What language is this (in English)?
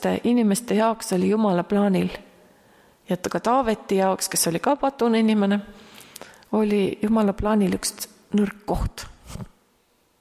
Estonian